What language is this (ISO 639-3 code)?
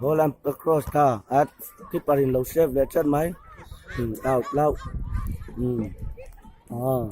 lus